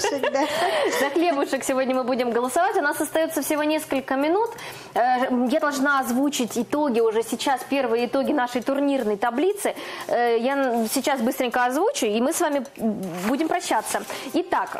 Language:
Russian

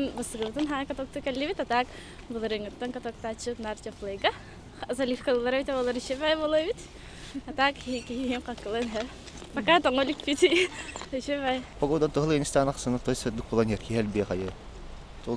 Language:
Yakut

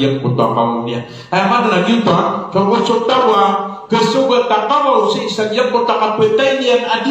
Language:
Maranao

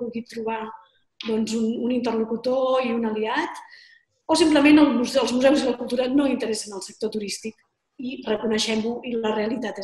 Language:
Catalan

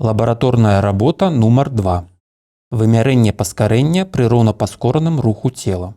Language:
Belarusian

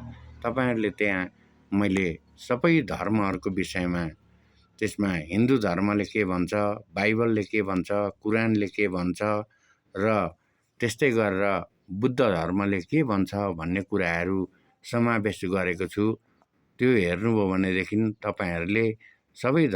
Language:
Nepali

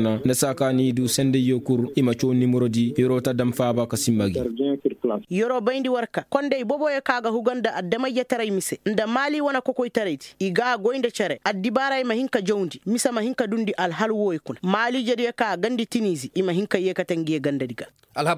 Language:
Koyraboro Senni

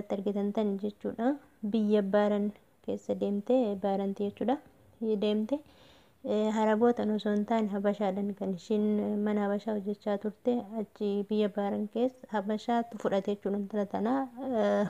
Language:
Oromo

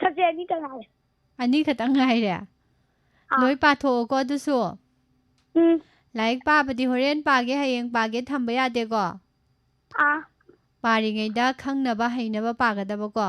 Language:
Manipuri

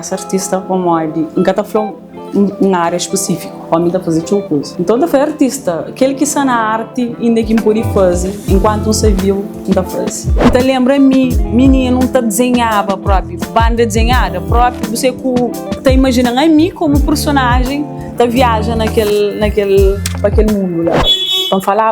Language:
Kabuverdianu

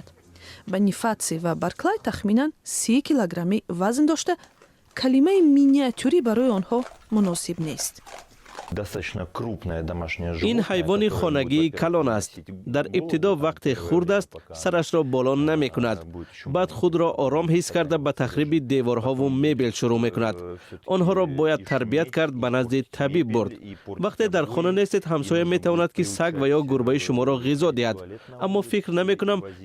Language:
Tajik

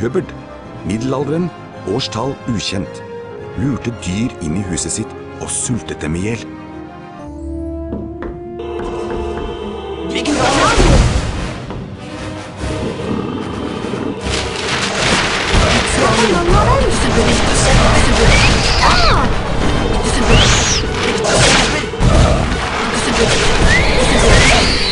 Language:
Norwegian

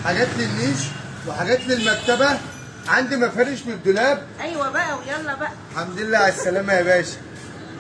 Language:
Egyptian Arabic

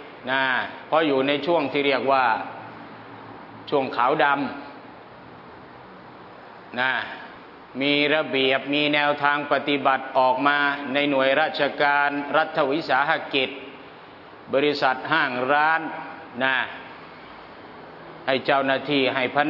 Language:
Thai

